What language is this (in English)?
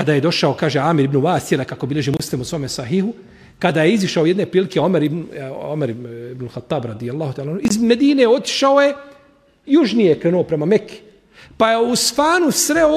Bosnian